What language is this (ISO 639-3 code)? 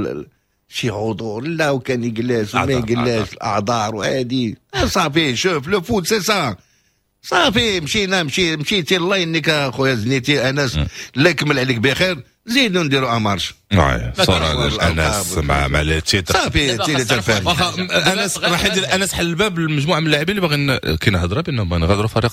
ary